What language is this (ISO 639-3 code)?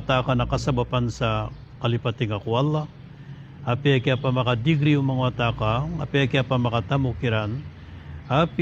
mrw